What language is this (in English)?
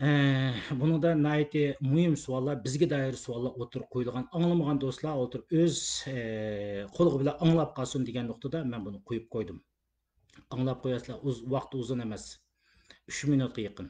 Uyghur